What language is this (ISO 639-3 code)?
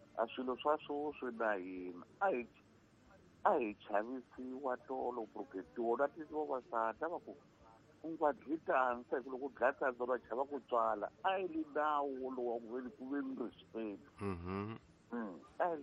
tso